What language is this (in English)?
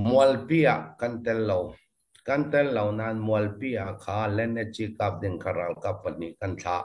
Falam Chin